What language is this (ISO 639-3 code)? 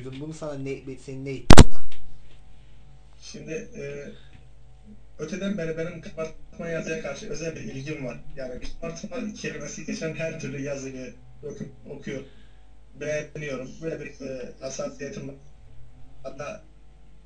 tur